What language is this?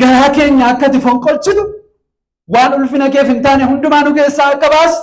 Oromo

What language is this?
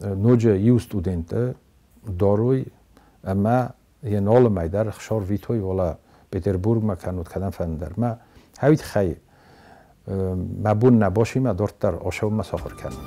Ossetic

